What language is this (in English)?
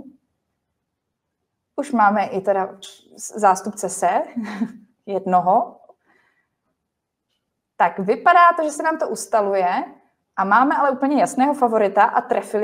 Czech